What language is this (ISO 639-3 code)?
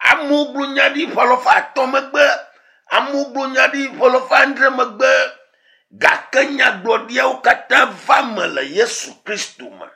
ewe